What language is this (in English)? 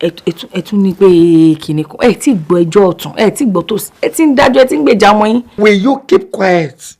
Yoruba